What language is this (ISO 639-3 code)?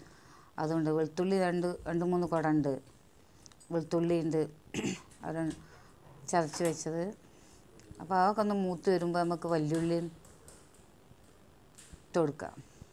mal